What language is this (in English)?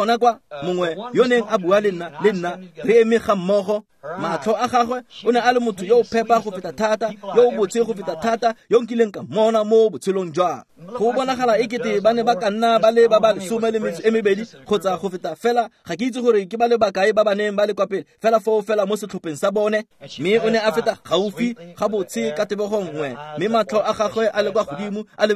Tswana